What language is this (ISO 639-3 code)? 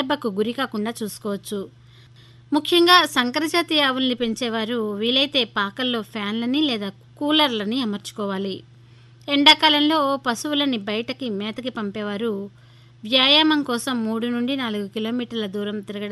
tel